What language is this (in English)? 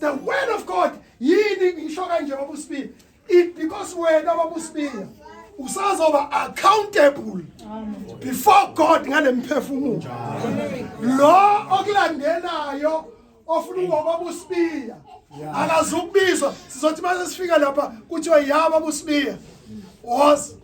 Zulu